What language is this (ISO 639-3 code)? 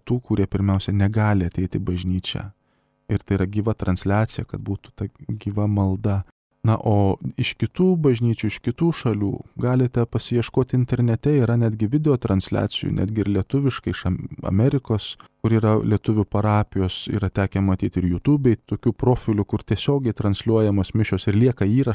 lit